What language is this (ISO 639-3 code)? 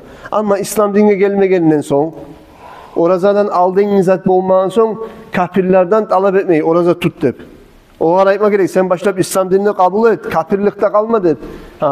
kum